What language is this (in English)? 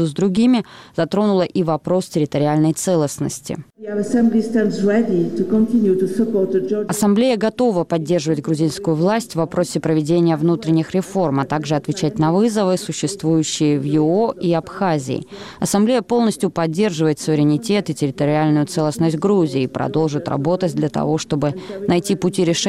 Russian